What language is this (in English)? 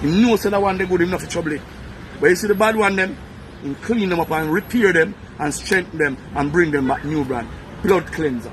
Jamaican Creole English